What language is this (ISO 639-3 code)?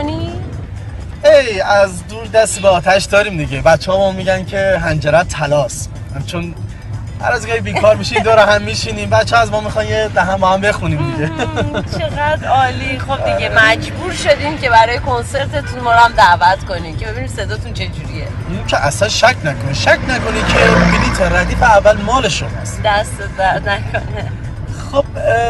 fas